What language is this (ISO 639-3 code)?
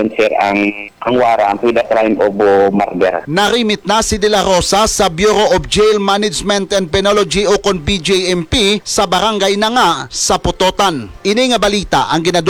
hil